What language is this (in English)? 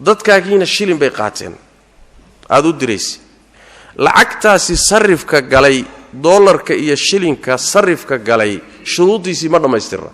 Somali